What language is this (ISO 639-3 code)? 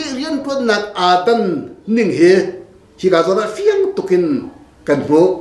cnh